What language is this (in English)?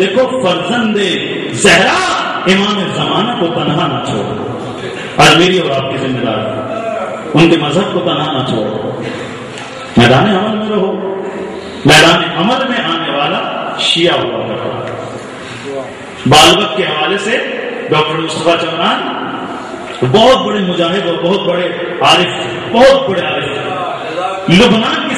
Urdu